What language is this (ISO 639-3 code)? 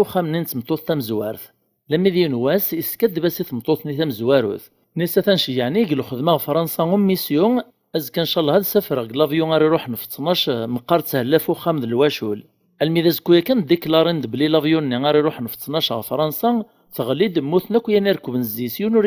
kab